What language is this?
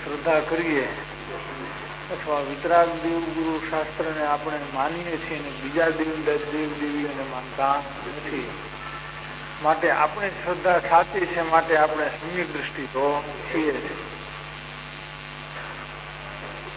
Gujarati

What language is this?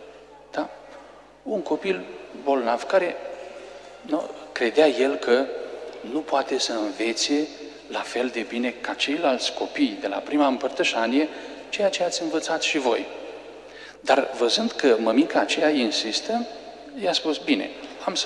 Romanian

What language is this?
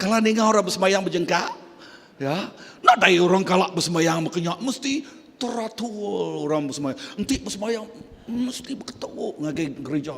Iban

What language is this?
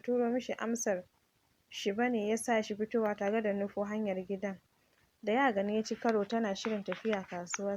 Hausa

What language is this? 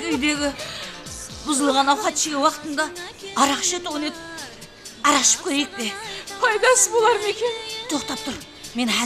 Kara-Kalpak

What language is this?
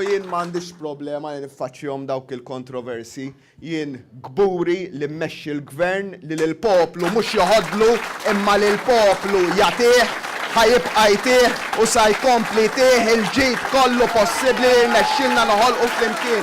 Maltese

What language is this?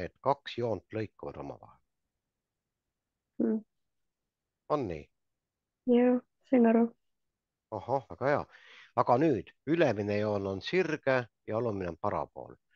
Estonian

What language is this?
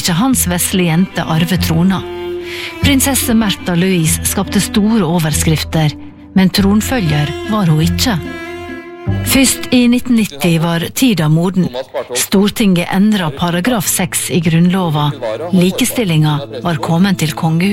Norwegian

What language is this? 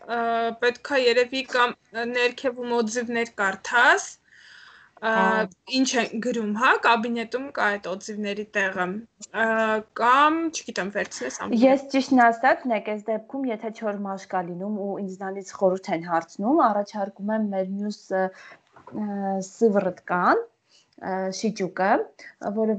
Armenian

